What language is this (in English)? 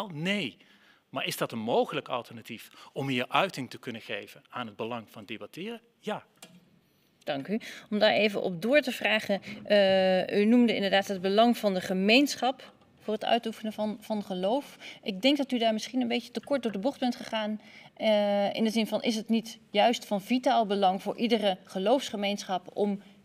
Dutch